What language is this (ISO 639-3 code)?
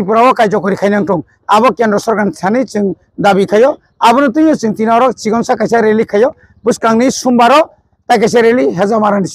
trp